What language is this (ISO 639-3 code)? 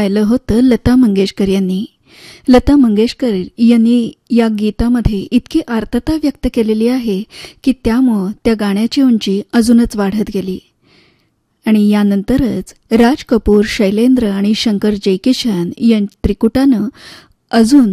mar